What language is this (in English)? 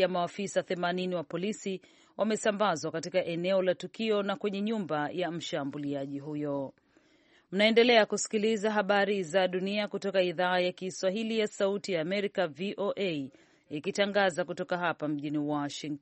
Swahili